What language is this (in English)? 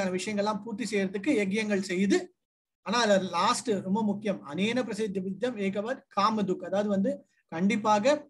Tamil